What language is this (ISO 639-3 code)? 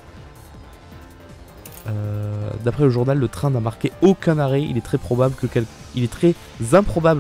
fra